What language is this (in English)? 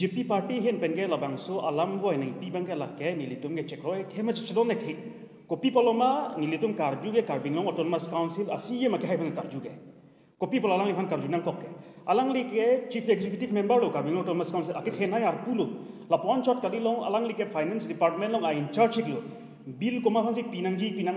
Karbi